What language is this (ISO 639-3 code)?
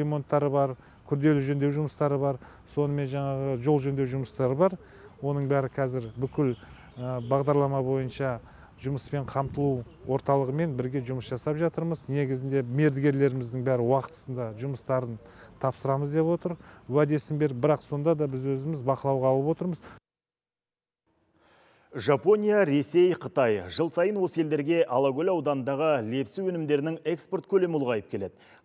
kaz